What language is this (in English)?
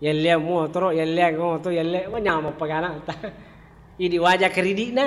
Buginese